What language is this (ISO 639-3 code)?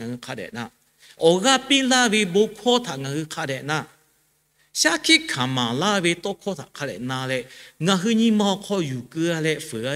lhu